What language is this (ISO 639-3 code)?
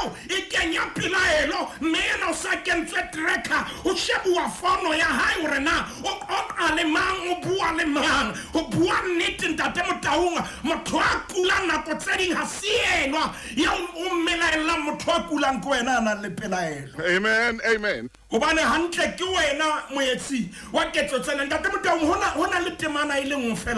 sot